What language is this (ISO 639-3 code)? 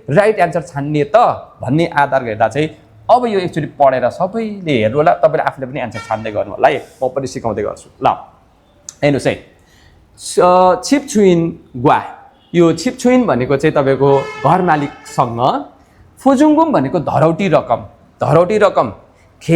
nep